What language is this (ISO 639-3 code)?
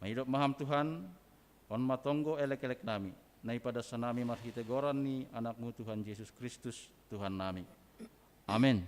bts